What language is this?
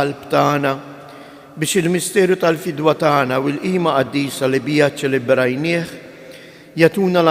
Maltese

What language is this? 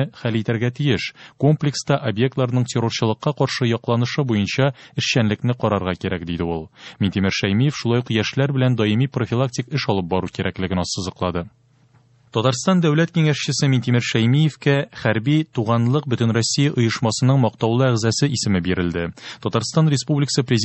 Tatar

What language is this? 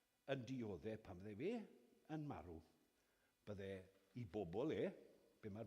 Welsh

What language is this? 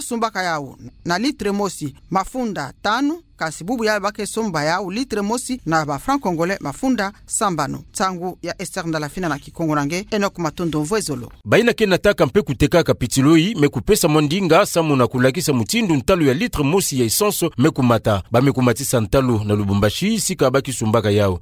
Kituba (Democratic Republic of Congo)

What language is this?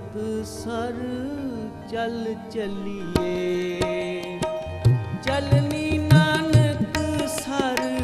Punjabi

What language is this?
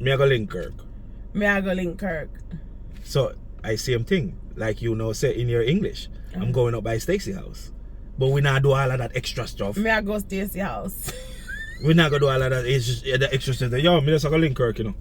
Jamaican Creole English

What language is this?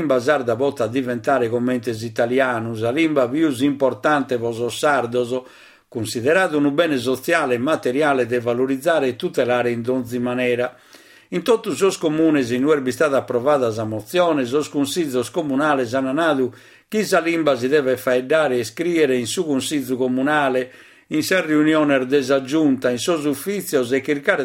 Sardinian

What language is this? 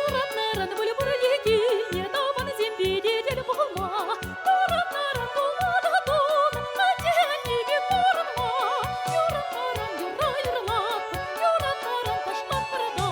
Chuvash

